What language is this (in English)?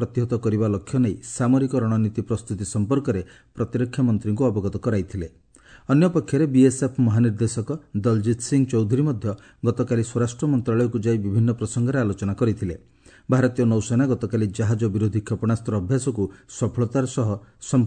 Odia